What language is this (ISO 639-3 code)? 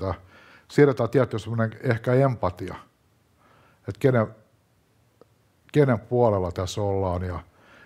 fin